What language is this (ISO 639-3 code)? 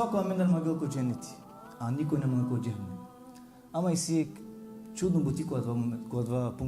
rmn